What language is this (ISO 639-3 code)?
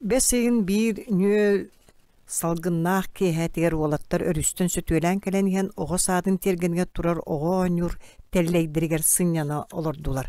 sah